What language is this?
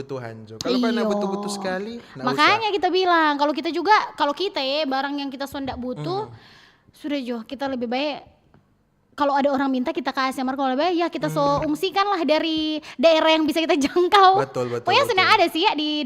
Manado Malay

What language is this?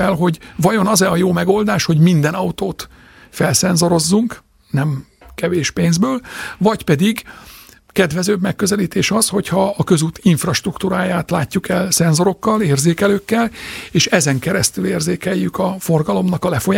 Hungarian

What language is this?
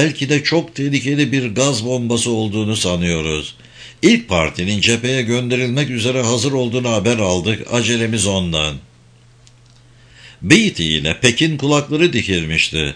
Turkish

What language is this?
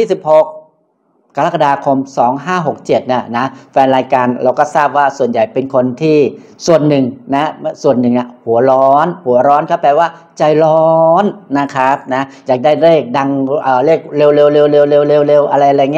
Thai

